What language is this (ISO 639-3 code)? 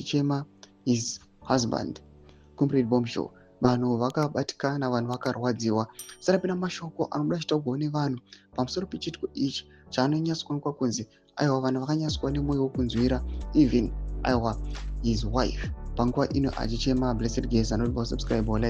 sna